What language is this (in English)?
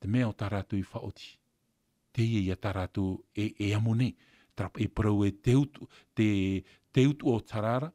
Tahitian